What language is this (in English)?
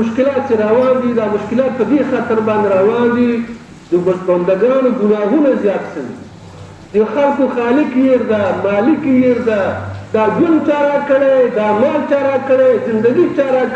Pashto